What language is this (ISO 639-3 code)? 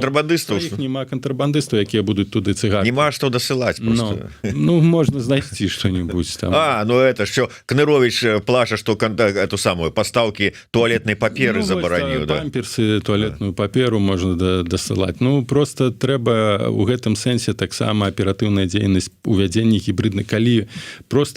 bel